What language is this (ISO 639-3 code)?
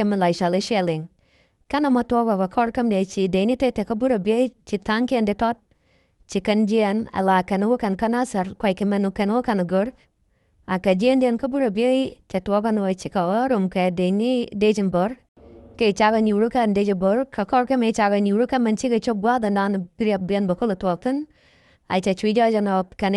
nus